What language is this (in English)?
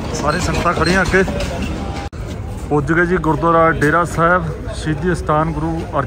Punjabi